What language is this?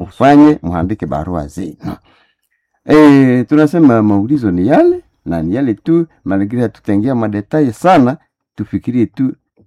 Nande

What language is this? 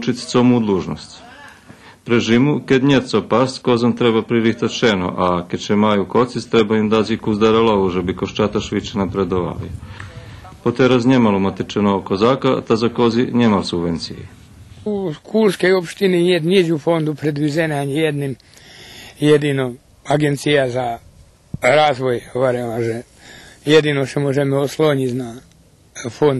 Rusyn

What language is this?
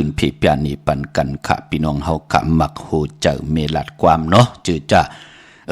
Shan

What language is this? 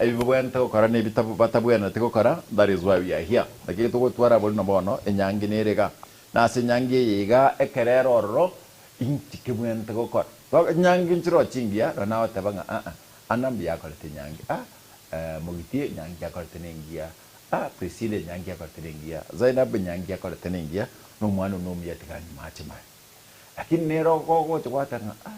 Gusii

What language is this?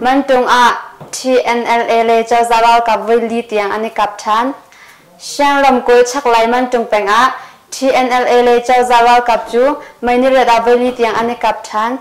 Hakha Chin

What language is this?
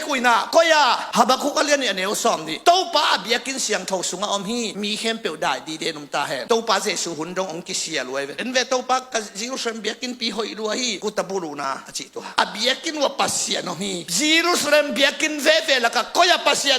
Tedim Chin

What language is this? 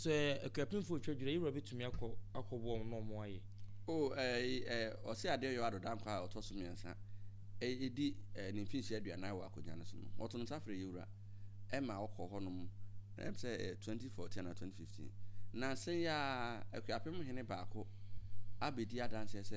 Akan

